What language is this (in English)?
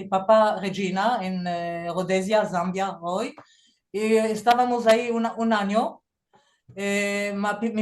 Ladino